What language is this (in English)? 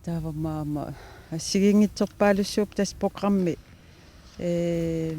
Kalaallisut